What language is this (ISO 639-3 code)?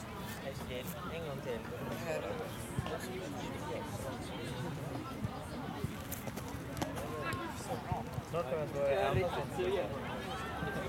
swe